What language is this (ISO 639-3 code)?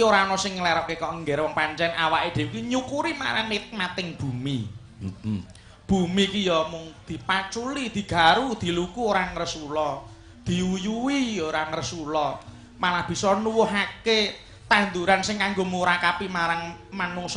jav